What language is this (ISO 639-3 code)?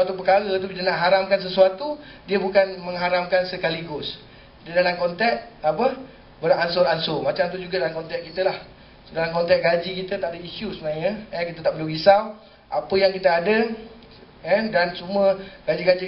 msa